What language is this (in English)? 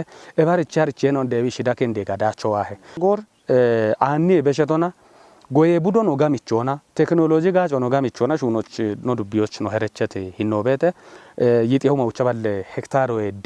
Kafa